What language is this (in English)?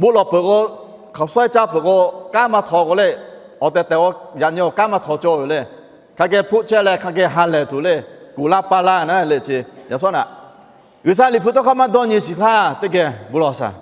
Lahu